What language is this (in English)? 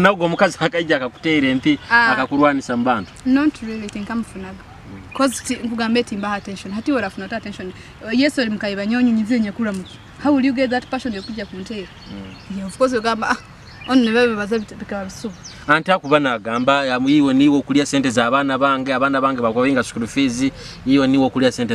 Nyoro